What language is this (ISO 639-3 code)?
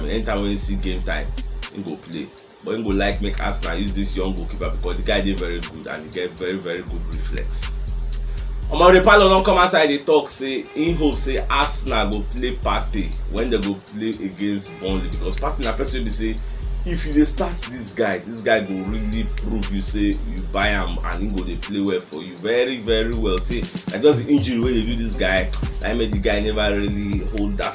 pcm